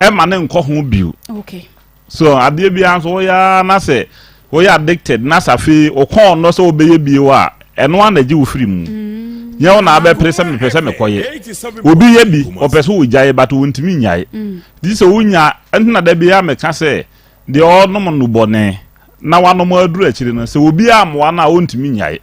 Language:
Akan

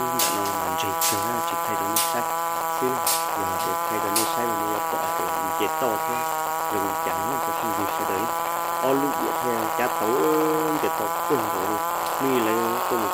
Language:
Hmong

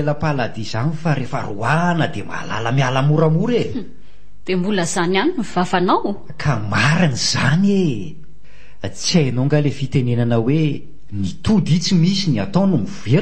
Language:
Malagasy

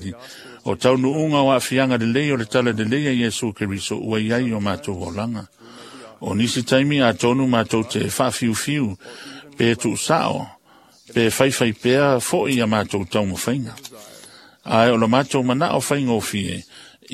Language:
Samoan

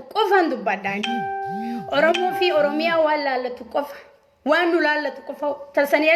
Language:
Oromo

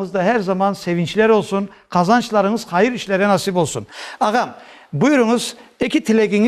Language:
Crimean Tatar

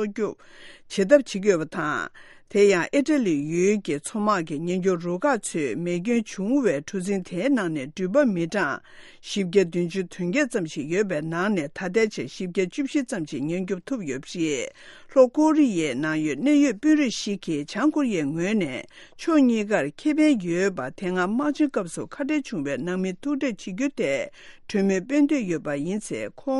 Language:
Tibetan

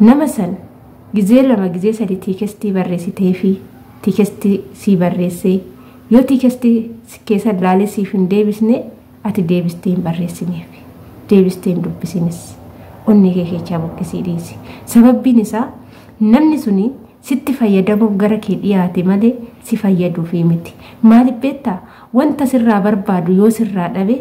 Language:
Oromo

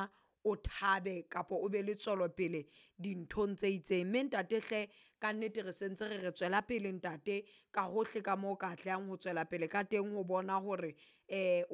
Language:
Southern Sotho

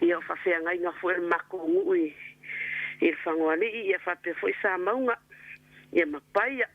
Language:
Samoan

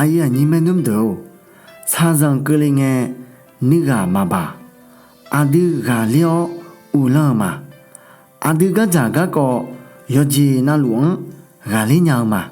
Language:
Akha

